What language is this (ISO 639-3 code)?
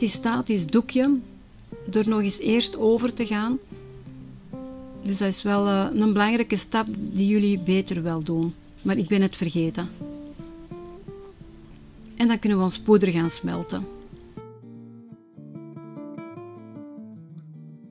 nld